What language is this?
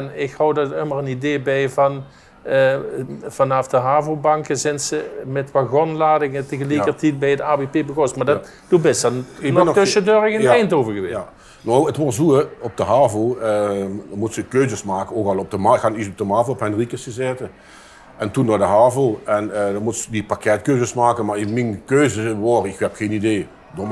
Limburgish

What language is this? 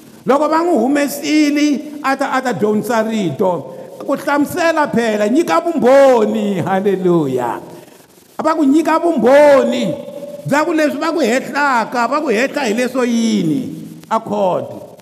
Tsonga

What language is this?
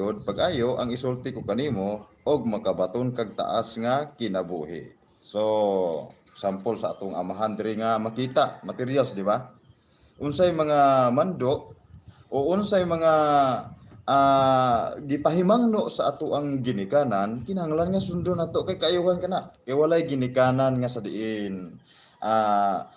Cebuano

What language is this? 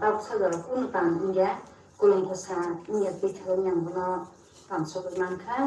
Kok Borok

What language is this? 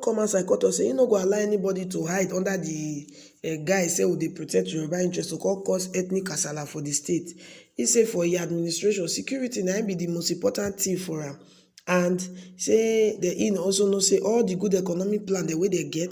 Nigerian Pidgin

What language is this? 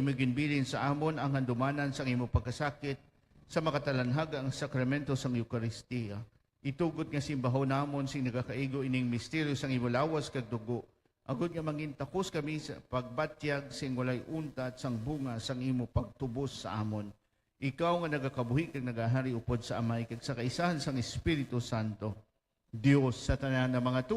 Hiligaynon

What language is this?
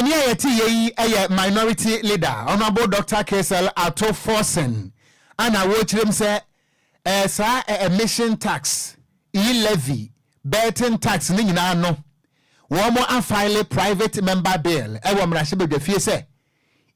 Akan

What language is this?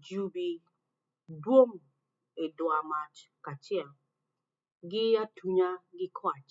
Acoli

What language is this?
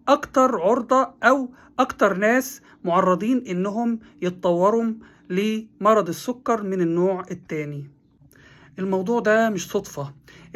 Egyptian Arabic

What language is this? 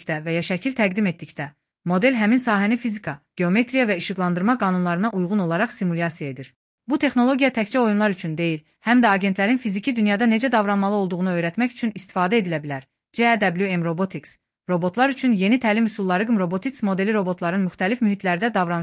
Azerbaijani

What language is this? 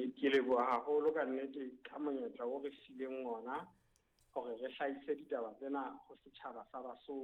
Southern Sotho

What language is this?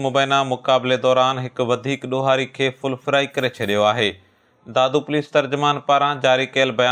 Sindhi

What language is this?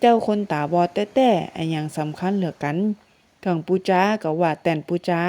Northern Thai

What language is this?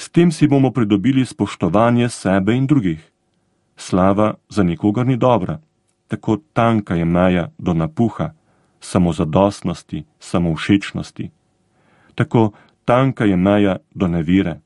Slovenian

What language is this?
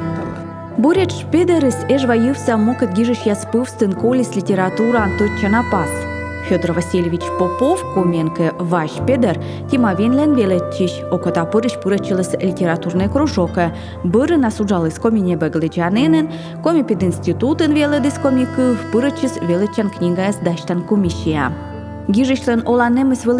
Komi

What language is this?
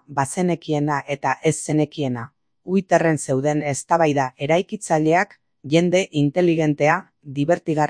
Basque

